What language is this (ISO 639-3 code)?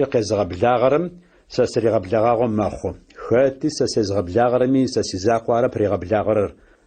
ady